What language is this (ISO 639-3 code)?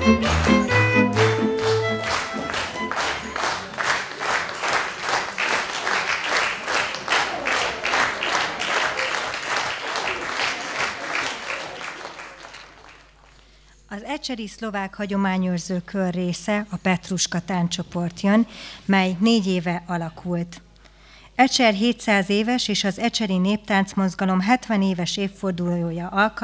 hun